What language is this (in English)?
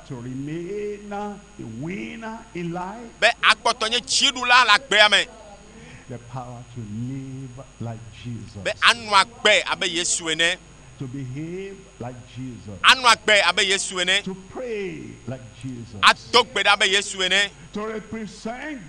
Ewe